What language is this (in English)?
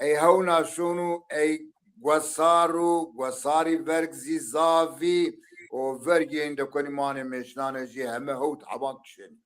Zaza